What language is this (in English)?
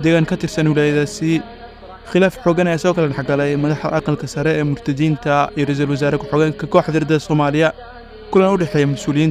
Somali